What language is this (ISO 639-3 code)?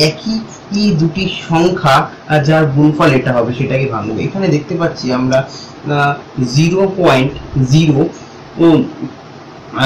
ben